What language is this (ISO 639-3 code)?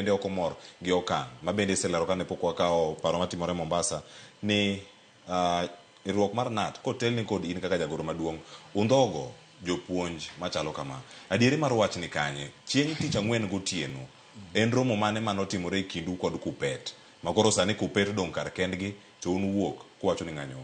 luo